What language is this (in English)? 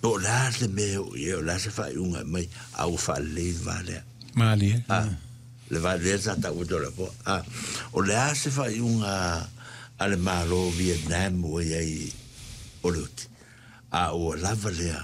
Samoan